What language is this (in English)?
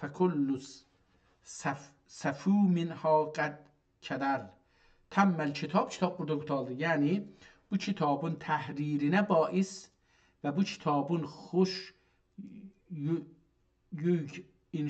South Azerbaijani